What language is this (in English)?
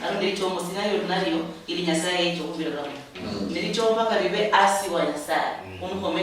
Luyia